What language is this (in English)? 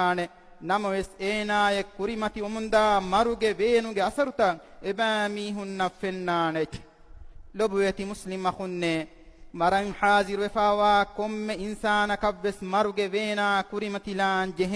Divehi